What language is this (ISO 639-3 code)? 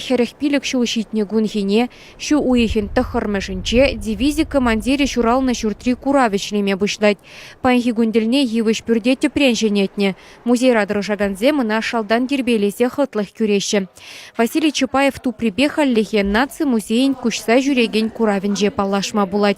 chv